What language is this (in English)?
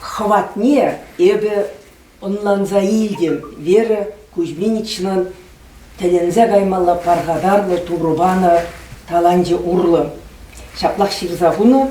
Chuvash